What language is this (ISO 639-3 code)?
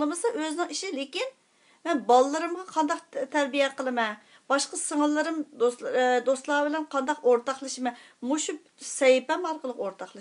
uig